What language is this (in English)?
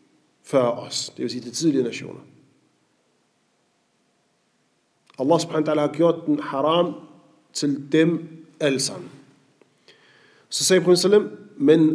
Danish